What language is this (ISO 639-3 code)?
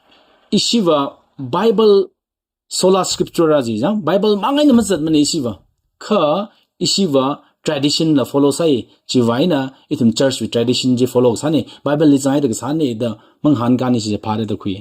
nmf